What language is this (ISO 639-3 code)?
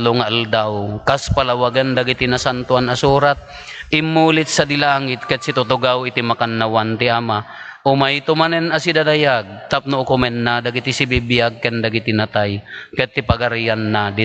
ilo